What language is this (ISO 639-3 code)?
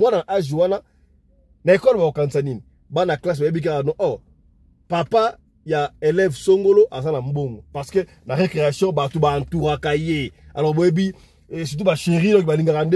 lin